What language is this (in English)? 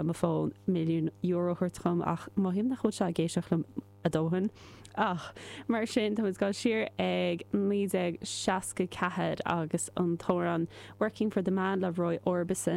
Irish